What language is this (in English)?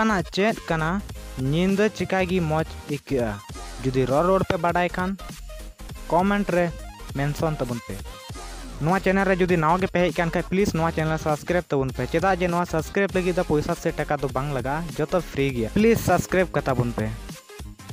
Santali